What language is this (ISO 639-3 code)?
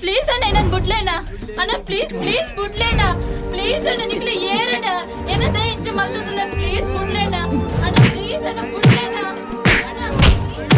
tcy